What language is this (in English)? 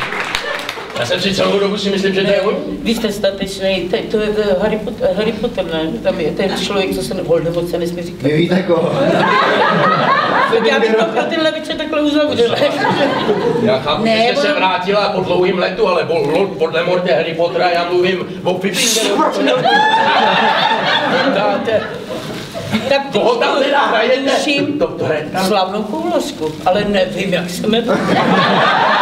Czech